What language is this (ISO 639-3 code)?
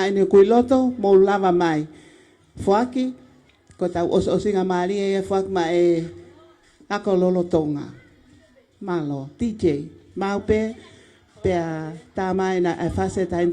ton